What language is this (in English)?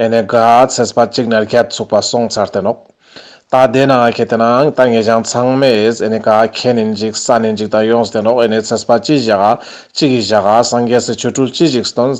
Ladakhi